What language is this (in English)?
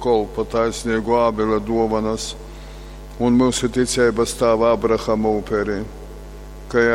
Latgalian